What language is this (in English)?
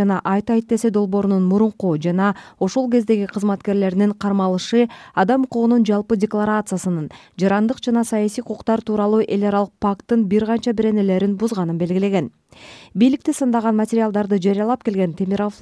Kyrgyz